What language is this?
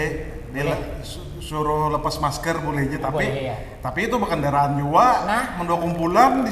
Banjar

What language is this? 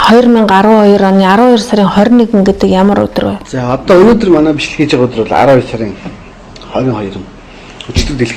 Mongolian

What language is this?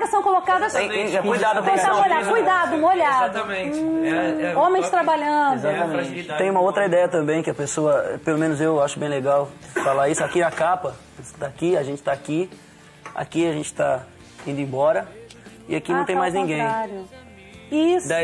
Portuguese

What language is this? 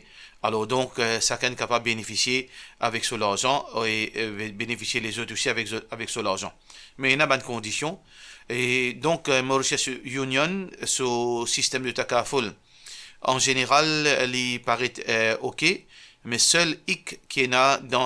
Morisyen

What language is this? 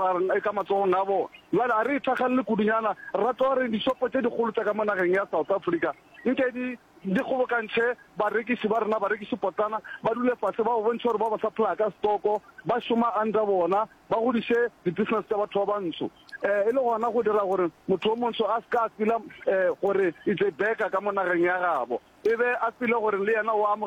Northern Sotho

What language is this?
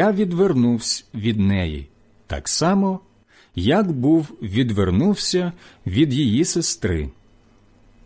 Ukrainian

